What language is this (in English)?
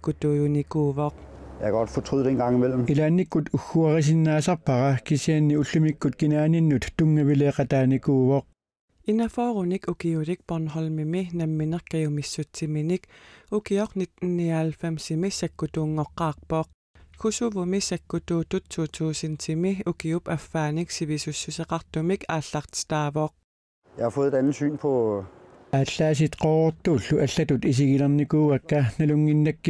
Kalaallisut